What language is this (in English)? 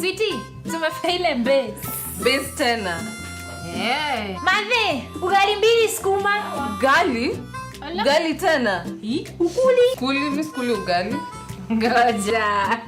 Meru